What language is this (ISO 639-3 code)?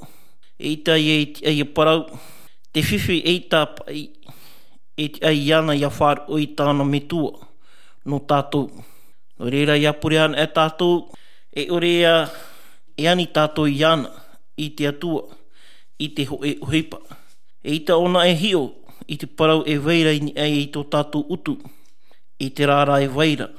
tah